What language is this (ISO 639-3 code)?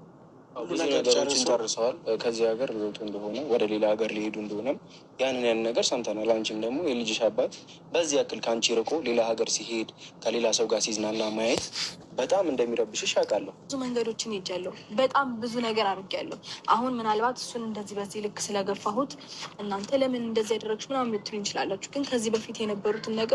amh